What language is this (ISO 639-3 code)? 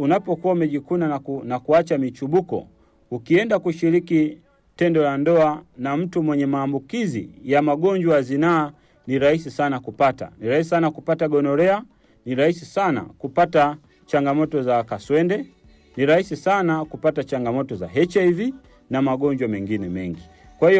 swa